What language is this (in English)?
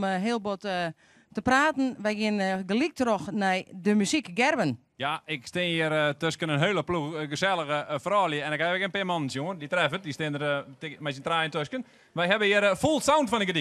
Western Frisian